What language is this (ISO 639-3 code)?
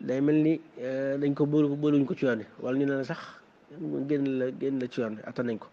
wol